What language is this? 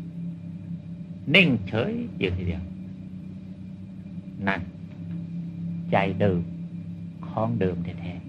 Thai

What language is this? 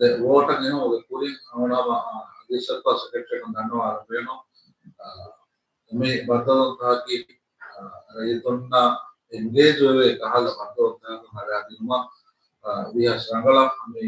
Divehi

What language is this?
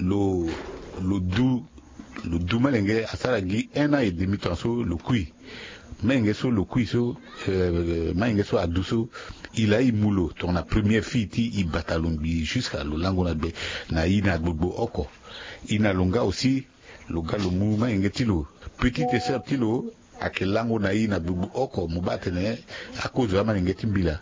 Sango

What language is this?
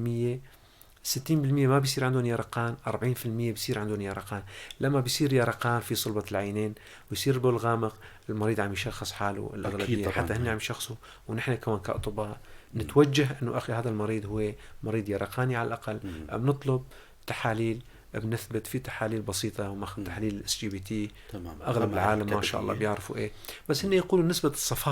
North Levantine Arabic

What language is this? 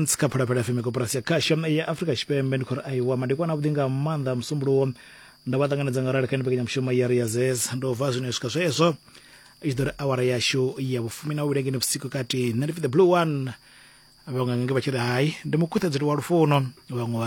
Venda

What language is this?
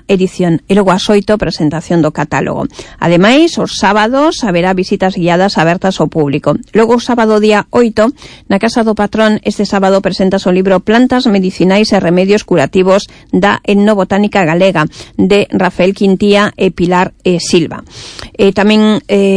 Galician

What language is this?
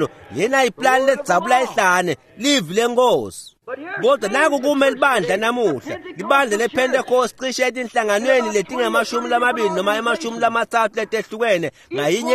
Swati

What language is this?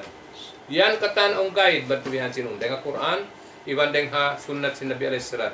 Tausug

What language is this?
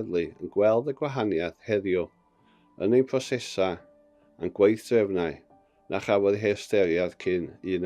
Welsh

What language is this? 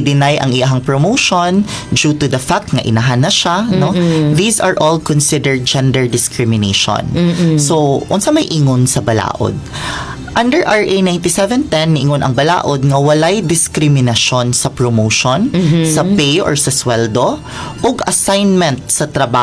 Cebuano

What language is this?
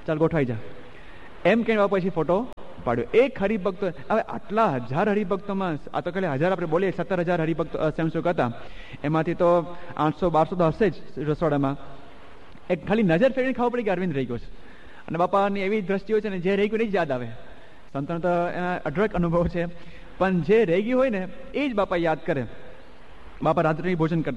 Gujarati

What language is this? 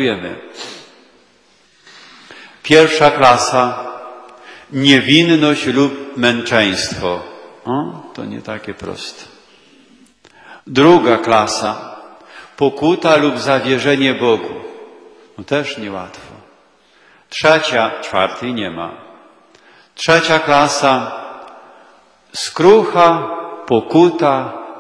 Polish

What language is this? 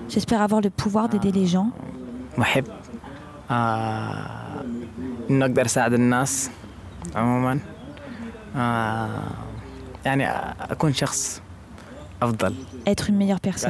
French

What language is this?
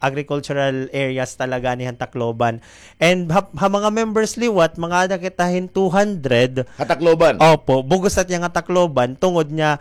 Waray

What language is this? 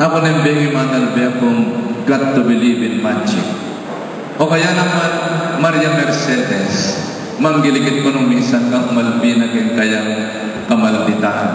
Pampanga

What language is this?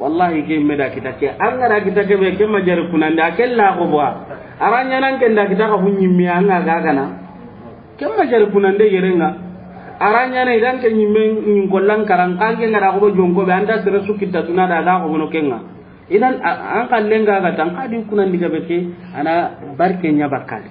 Soninke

